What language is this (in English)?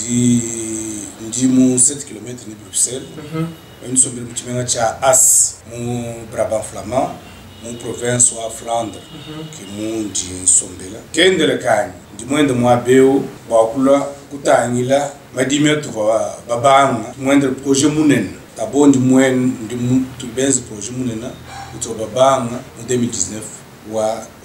Luba-Lulua